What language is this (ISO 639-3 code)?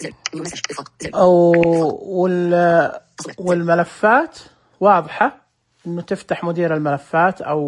ars